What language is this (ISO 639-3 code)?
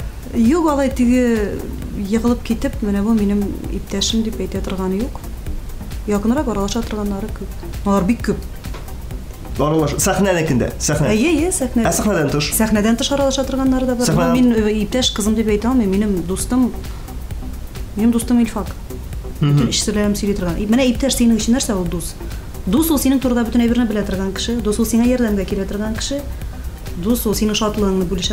tat